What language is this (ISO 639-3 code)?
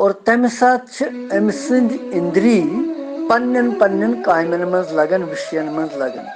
kas